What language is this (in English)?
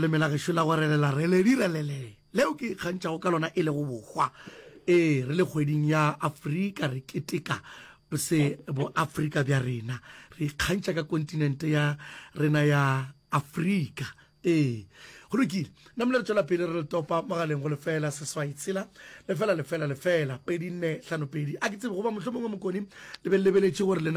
Northern Sotho